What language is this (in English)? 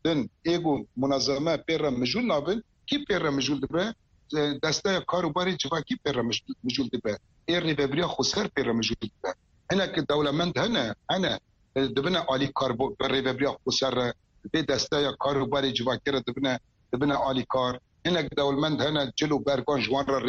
Kurdish